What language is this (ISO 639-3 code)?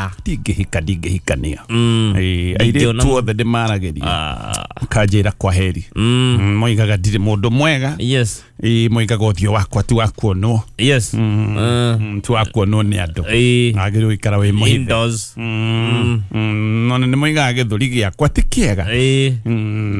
kik